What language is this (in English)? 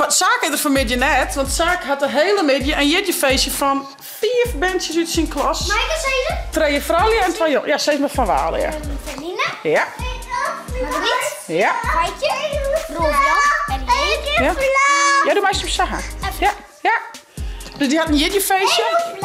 Western Frisian